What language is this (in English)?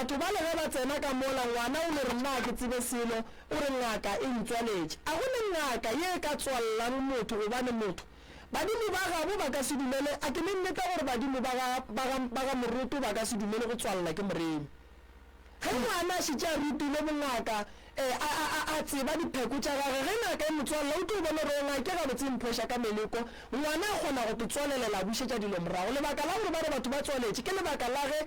Northern Sotho